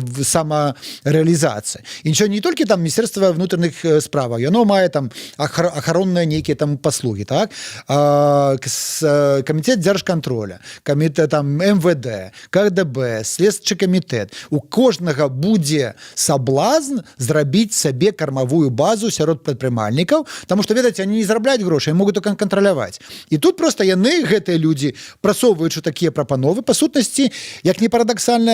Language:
Belarusian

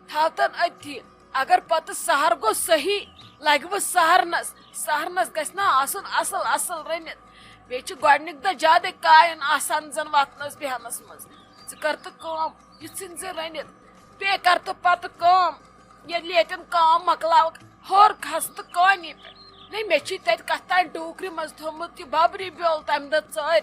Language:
Kashmiri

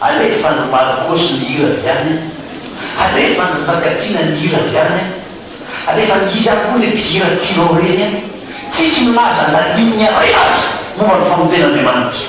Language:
Malagasy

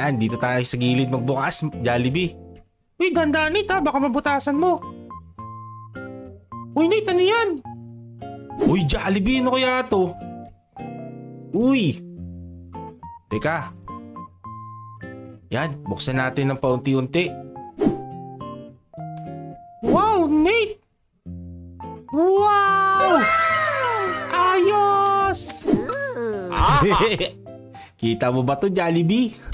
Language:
Filipino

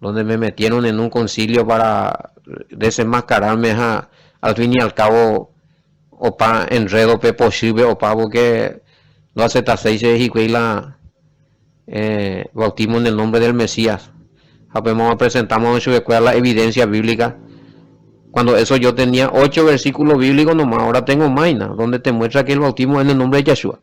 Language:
Guarani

